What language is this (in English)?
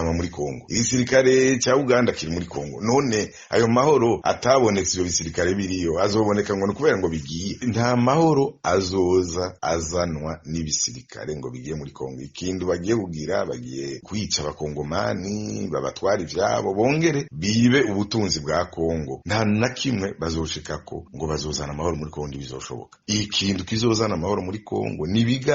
Rundi